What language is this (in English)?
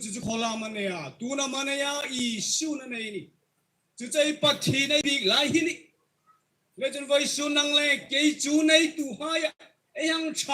Hmar